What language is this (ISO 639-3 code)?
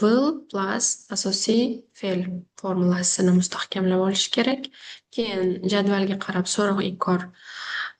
uzb